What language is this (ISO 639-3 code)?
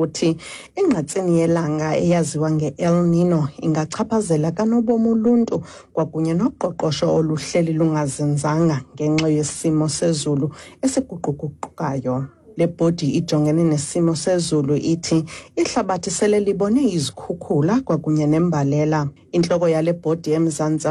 xho